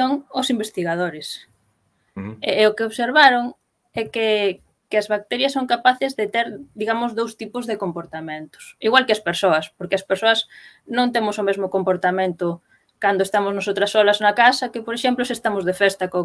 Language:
Galician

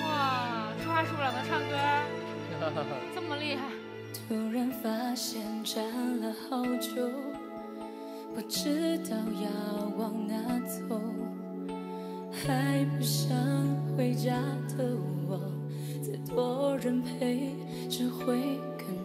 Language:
Chinese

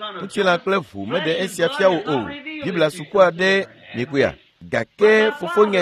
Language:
Ewe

